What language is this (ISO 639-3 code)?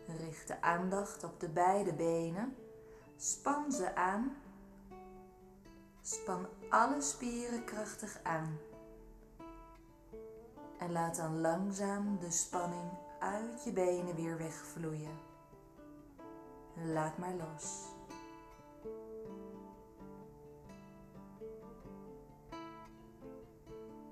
nld